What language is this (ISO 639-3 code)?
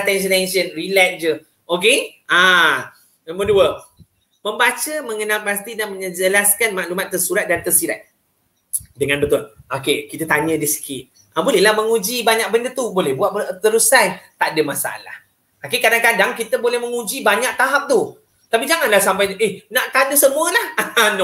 msa